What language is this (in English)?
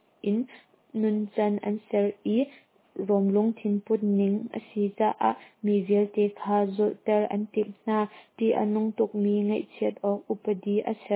Hakha Chin